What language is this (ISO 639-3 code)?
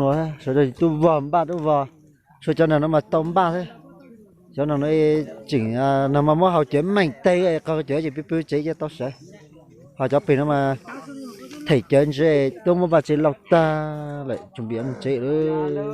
hmn